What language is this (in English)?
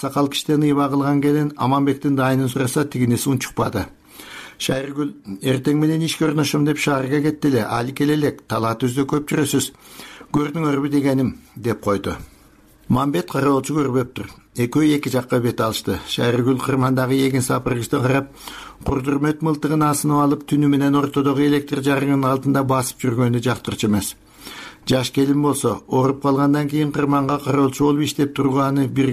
Kyrgyz